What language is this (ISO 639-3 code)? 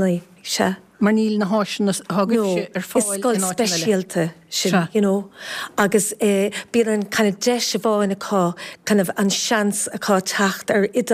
gle